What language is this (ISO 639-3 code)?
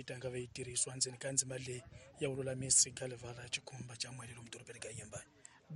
tso